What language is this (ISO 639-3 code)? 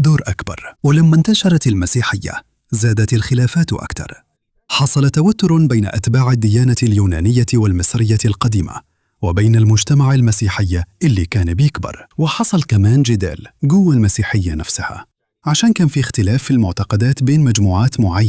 arz